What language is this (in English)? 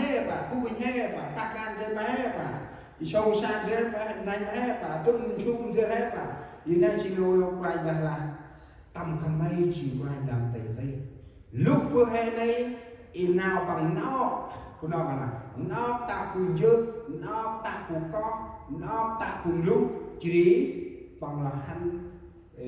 Central Mnong